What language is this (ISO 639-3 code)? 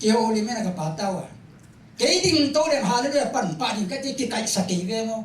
ctd